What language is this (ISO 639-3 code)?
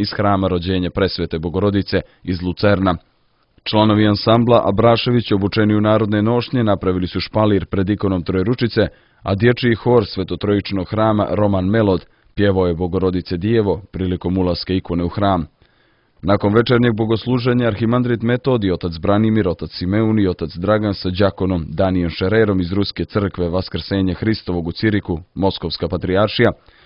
srp